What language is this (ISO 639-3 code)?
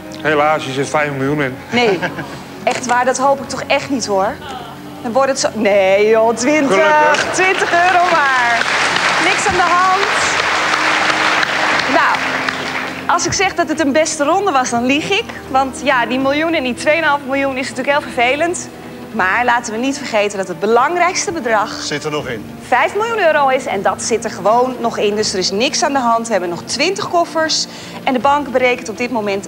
nld